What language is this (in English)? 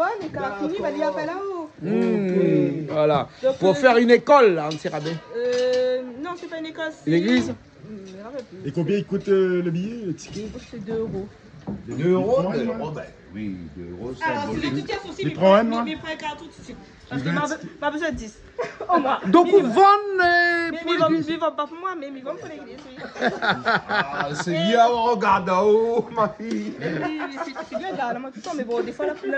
Réunion Creole French